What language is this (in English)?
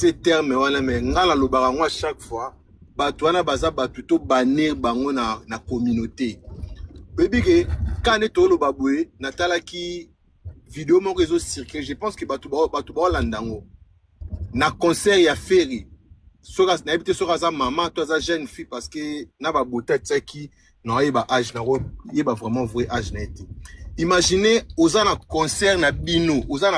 Lingala